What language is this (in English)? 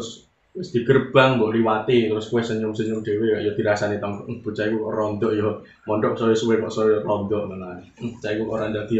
Javanese